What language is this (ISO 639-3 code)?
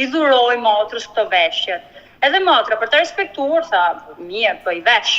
sqi